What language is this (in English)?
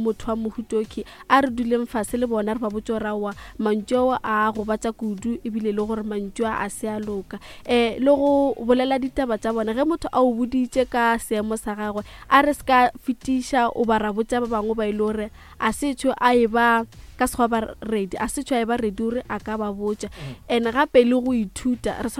Northern Sotho